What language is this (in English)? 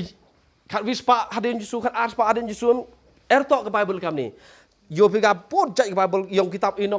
Khasi